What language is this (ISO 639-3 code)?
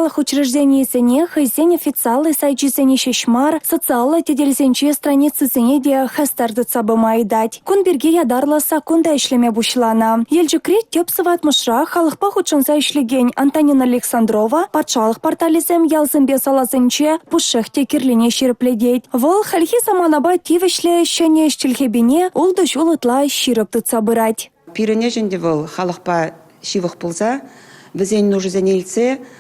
chv